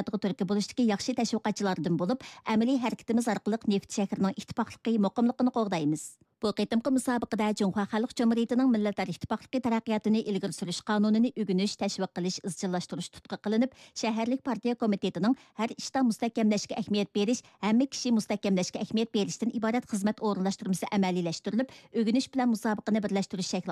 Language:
Uyghur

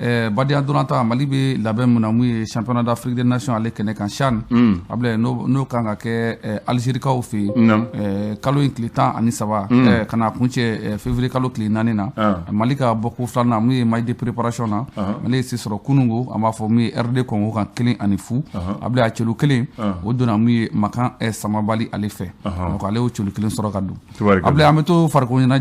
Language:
Bambara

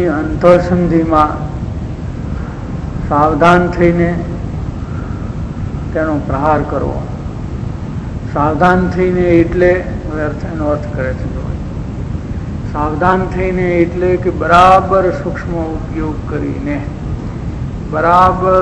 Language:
Gujarati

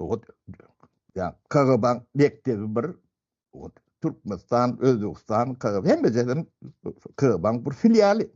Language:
Turkmen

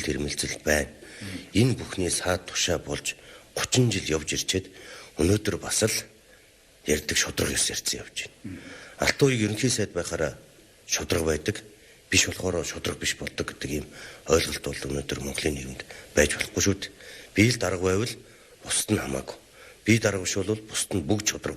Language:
Mongolian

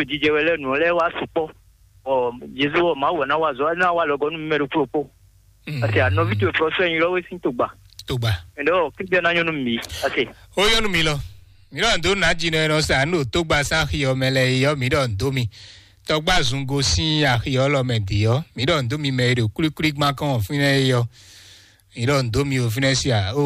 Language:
Fon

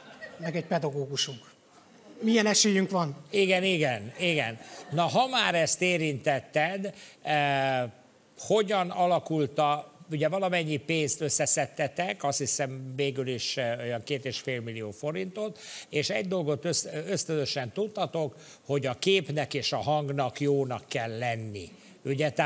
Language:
Hungarian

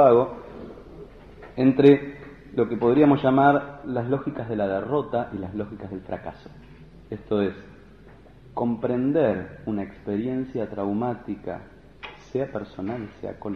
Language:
Spanish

